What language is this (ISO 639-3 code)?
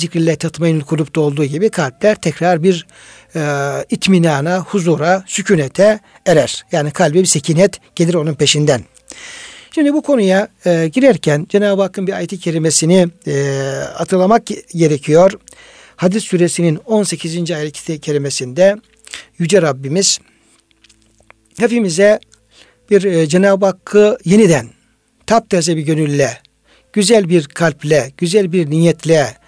tur